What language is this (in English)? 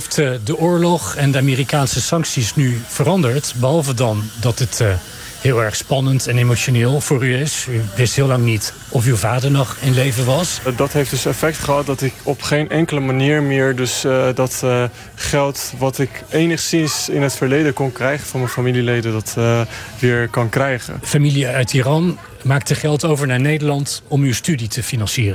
Dutch